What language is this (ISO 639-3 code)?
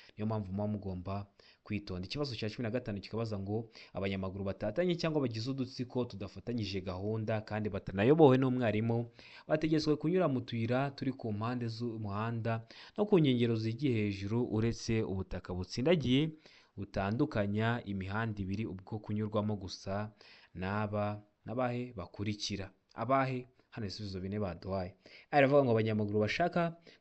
kin